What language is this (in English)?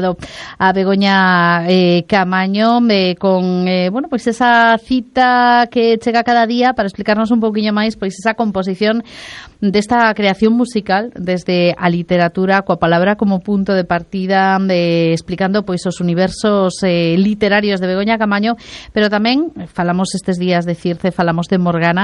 Galician